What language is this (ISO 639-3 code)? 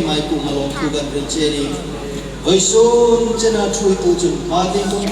hmr